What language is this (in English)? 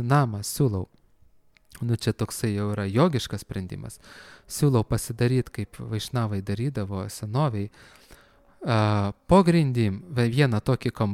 Lithuanian